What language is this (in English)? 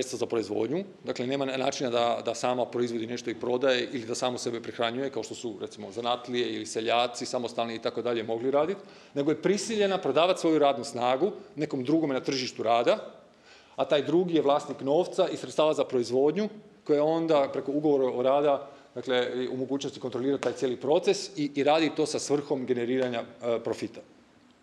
Croatian